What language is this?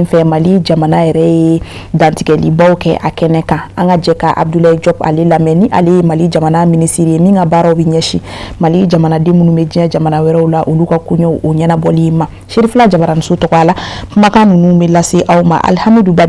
Bambara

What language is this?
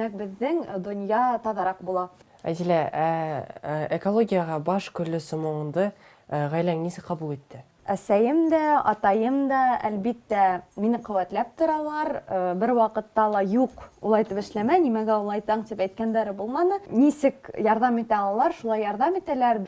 Bashkir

